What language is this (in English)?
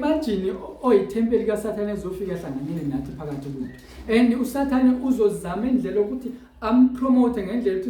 Zulu